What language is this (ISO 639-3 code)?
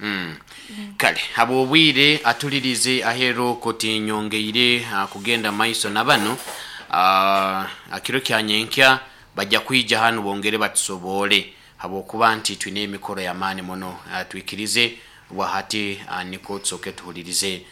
nyo